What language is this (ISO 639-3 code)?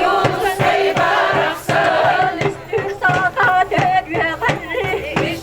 sah